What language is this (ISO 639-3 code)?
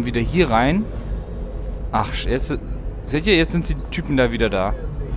deu